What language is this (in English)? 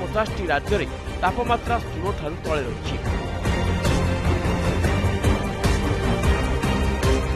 Odia